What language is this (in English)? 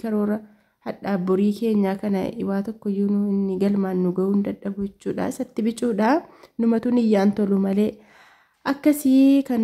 Oromo